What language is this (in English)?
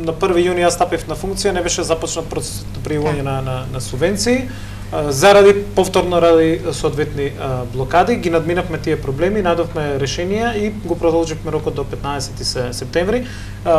Macedonian